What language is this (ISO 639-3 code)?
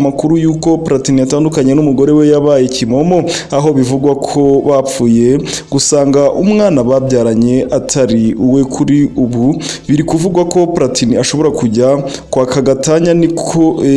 kin